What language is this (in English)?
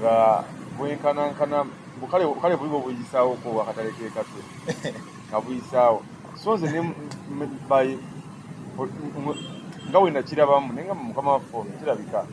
Ganda